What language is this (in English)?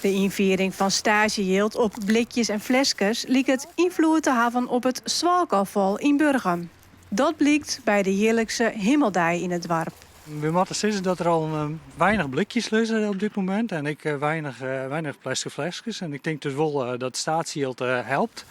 Western Frisian